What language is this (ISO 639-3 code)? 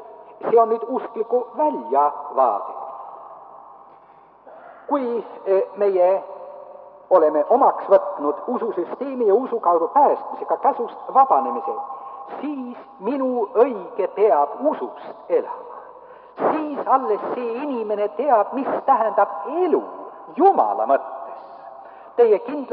est